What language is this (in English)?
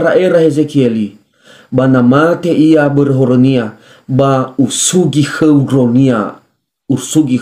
Nias